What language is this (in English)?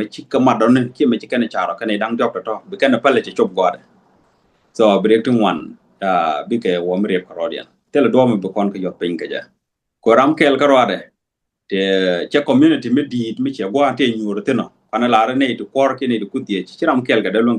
Nuer